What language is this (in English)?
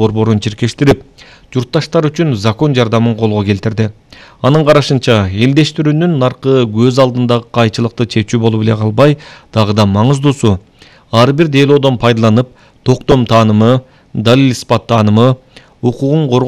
Kyrgyz